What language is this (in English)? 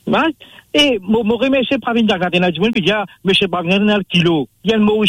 Morisyen